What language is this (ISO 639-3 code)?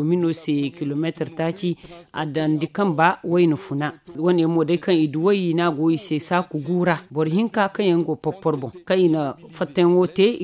dje